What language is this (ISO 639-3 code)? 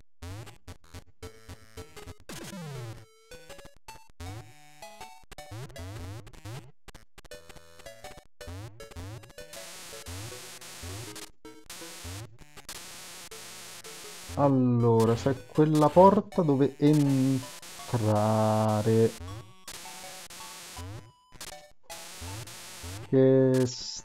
ita